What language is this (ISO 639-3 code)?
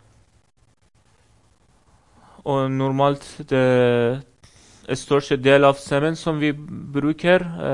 nor